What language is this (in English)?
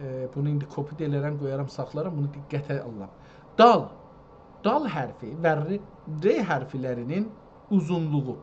South Azerbaijani